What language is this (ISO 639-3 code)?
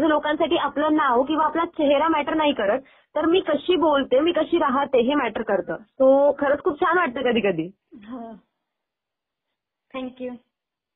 mar